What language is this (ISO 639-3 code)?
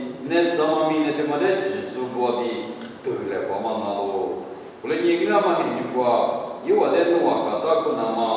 lis